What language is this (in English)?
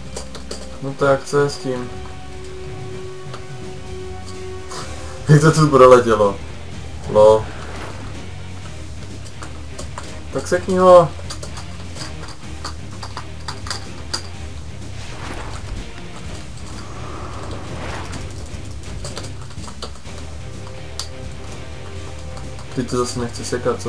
Czech